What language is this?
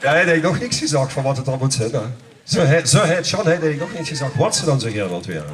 Limburgish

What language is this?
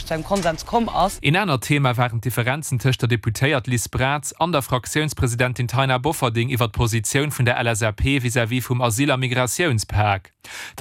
Luxembourgish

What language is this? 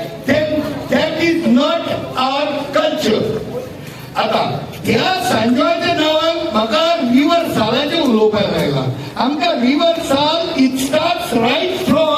Konkani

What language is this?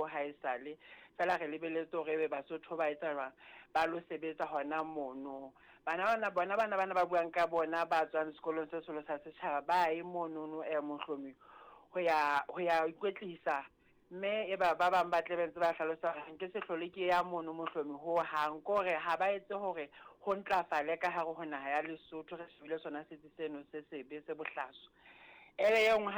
Southern Sotho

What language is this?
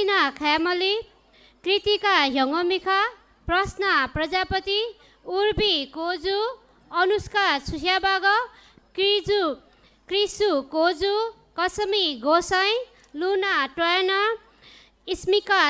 Newari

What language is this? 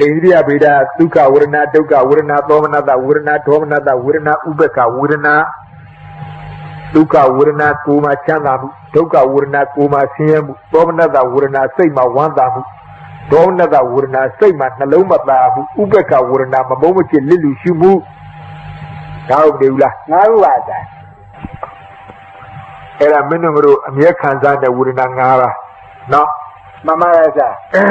Burmese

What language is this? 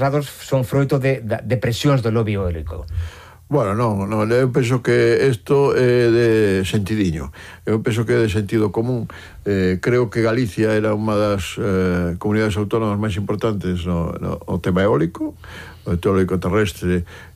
Galician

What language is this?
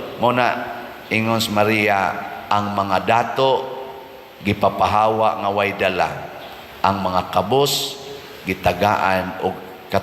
Cebuano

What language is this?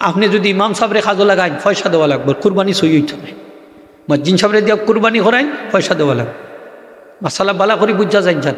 Sylheti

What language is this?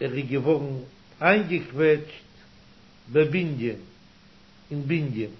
Yiddish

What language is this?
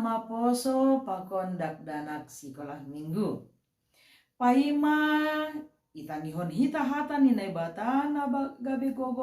Batak Simalungun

